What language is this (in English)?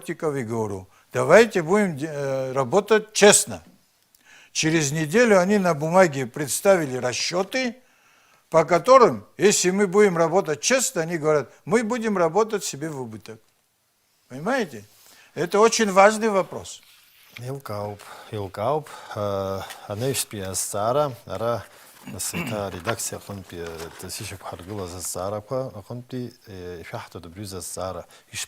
Abkhazian